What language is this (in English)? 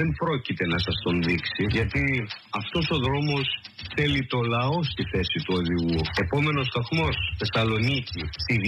Greek